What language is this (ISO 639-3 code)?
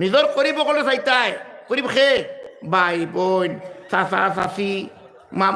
syl